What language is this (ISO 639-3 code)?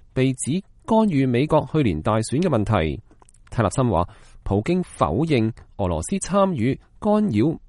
yue